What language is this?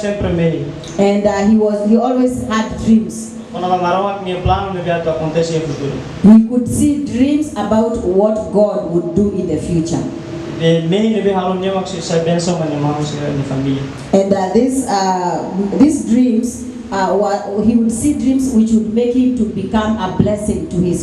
Tetum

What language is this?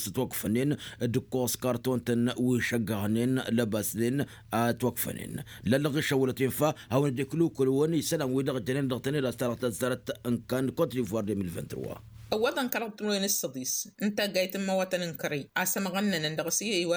Tamasheq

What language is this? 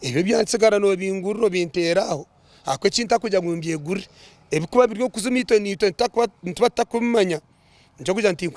Nyankole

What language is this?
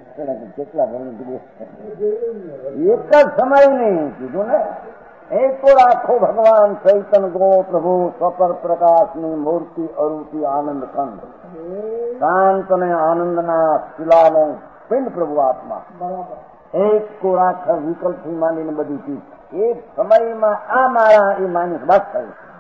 Gujarati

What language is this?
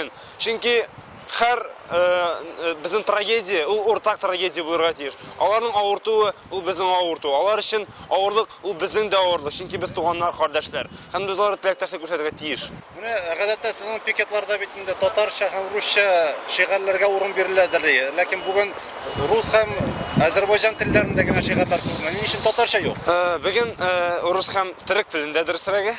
Tatar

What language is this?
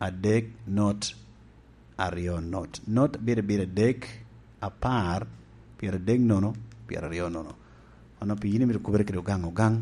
Lango (Uganda)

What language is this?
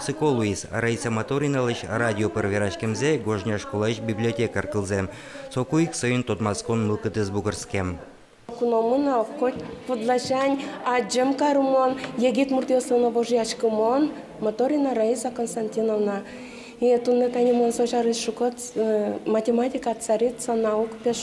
Udmurt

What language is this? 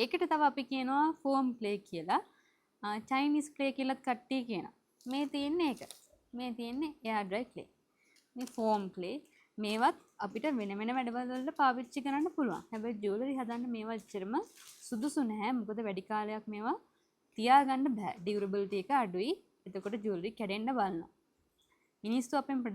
Sinhala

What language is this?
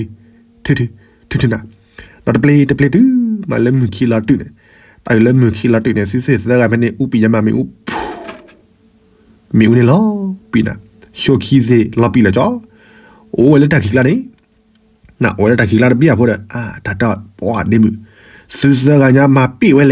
S'gaw Karen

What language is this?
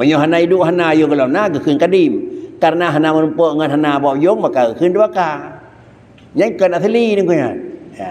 Achinese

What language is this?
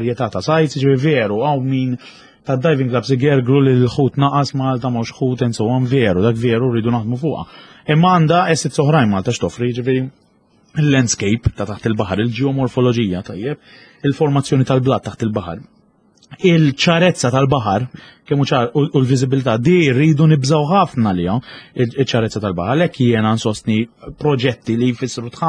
Maltese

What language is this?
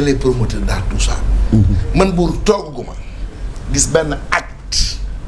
Wolof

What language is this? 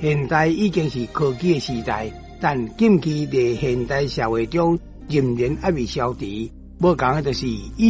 Min Nan Chinese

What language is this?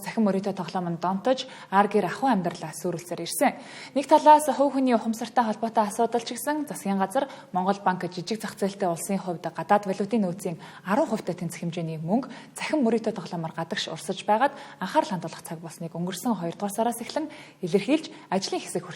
Mongolian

